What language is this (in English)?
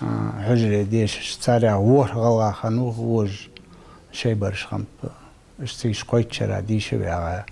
Ingush